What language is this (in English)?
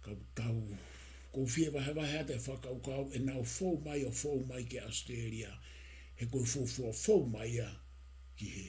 Tongan